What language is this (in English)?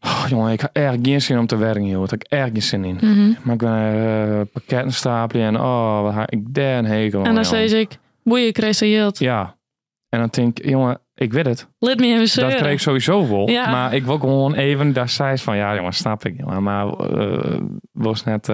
Western Frisian